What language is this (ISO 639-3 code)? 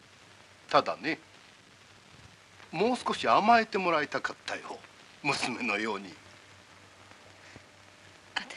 jpn